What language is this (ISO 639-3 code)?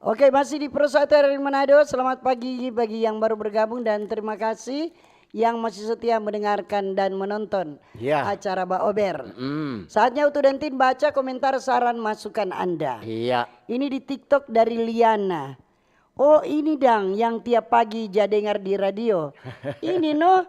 xmm